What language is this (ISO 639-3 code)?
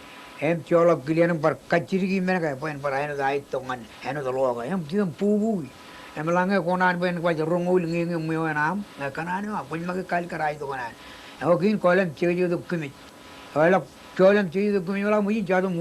mah